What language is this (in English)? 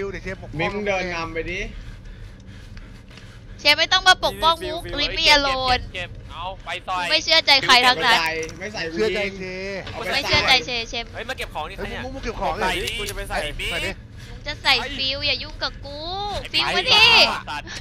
Thai